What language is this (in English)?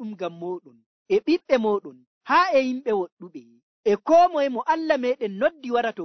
Nigerian Fulfulde